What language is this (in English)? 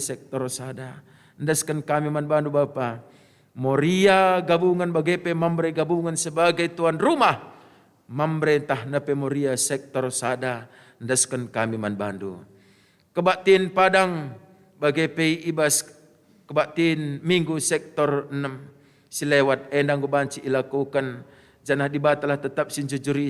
Batak Karo